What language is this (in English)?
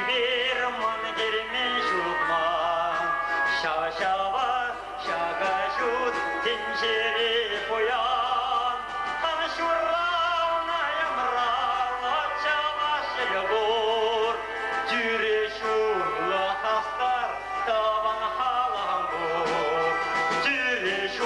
Chuvash